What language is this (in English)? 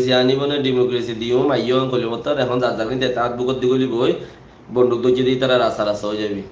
Rohingya